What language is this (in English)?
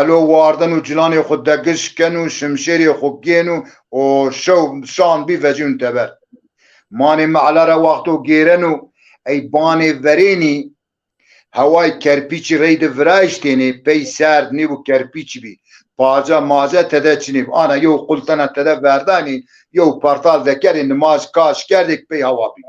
Zaza